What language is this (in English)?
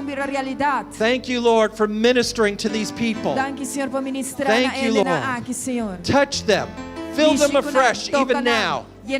Papiamento